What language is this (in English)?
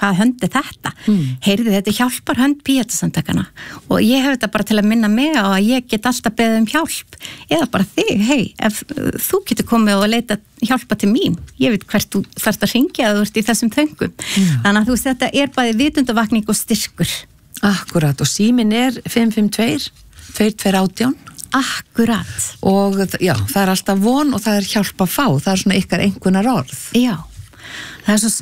Icelandic